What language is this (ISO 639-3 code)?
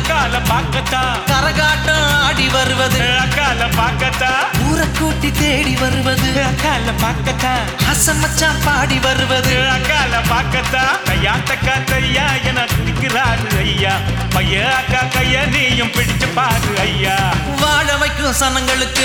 tam